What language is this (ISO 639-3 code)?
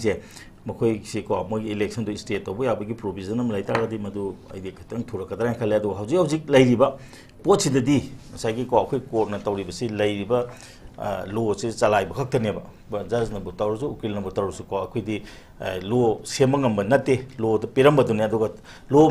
mni